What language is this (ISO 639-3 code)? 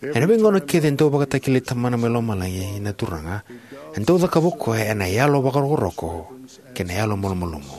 fij